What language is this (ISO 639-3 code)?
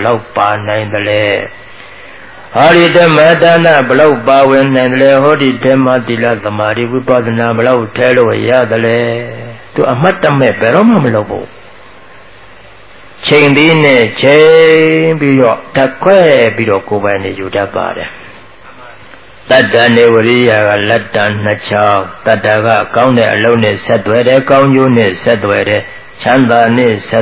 mya